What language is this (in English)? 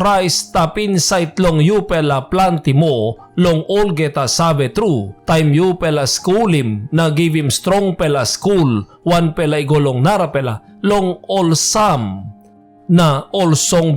Tok Pisin